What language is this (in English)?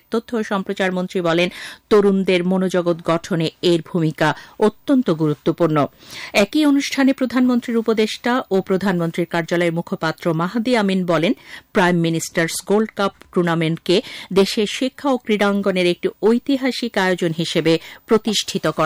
Bangla